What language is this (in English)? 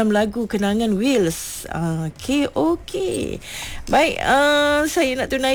Malay